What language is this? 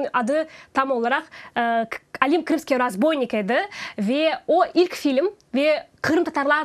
Crimean Tatar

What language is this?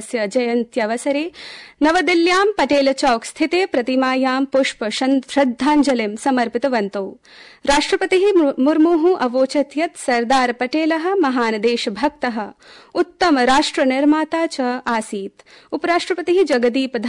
Sanskrit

